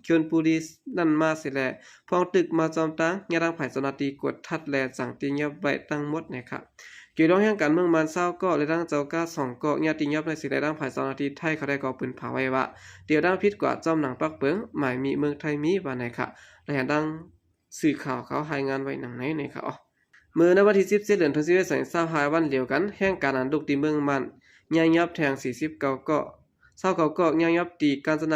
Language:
Shan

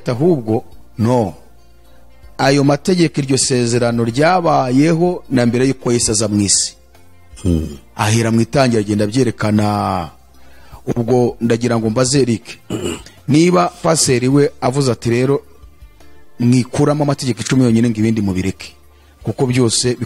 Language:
Kinyarwanda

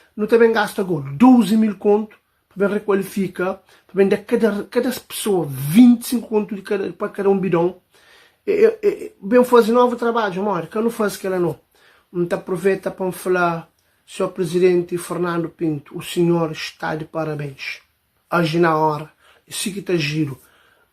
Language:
Kabuverdianu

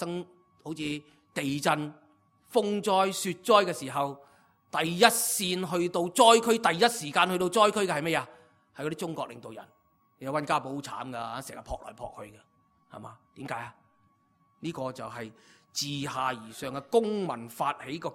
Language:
Cantonese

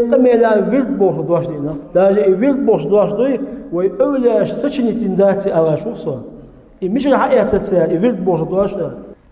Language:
Chechen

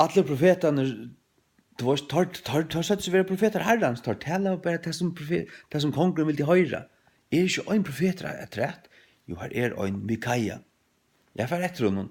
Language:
Faroese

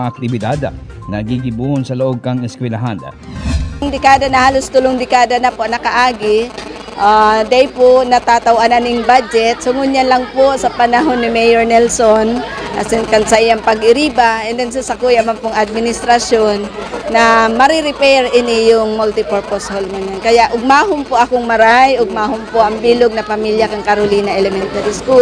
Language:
Bikol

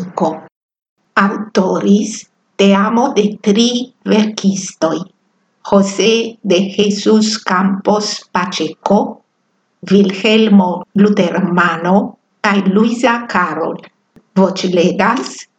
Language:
Esperanto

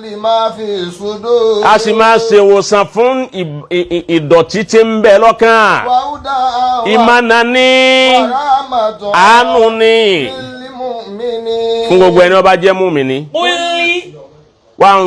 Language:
Yoruba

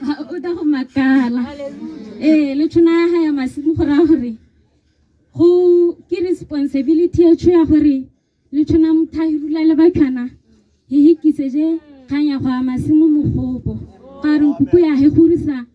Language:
Tswana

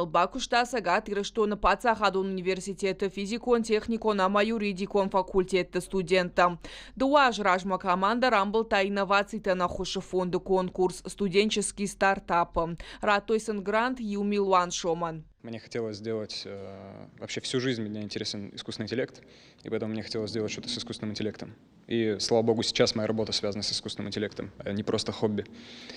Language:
Ossetic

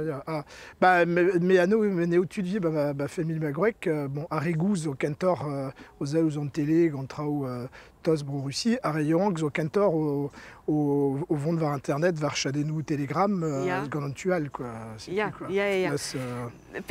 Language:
Breton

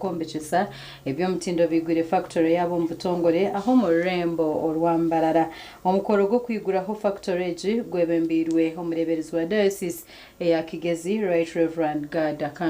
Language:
Nyankole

